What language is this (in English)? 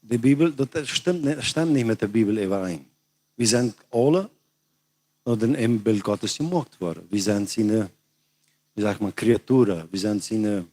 Plautdietsch